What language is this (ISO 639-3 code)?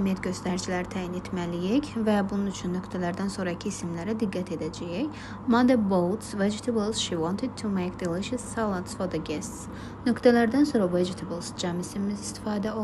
aze